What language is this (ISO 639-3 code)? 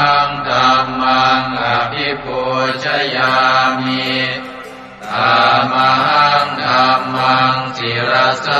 pli